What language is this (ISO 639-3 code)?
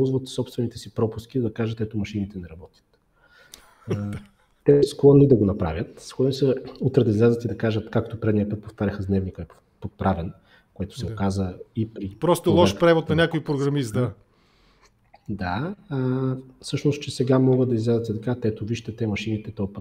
bul